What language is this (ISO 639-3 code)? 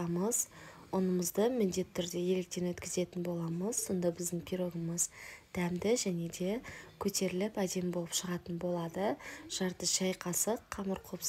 kaz